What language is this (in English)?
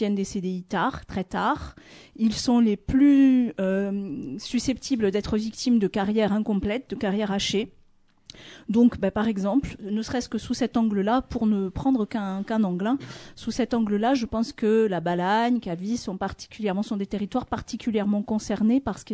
French